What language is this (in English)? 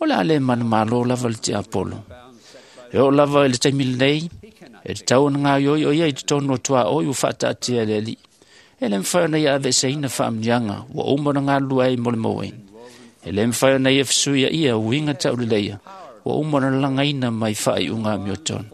Samoan